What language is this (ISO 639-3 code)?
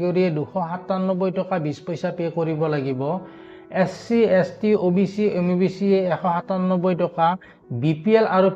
asm